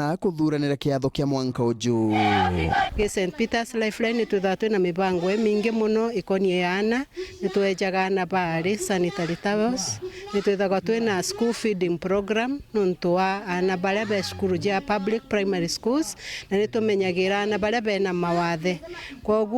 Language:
Meru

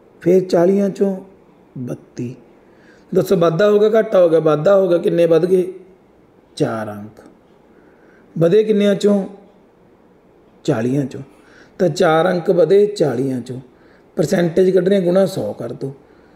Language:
Punjabi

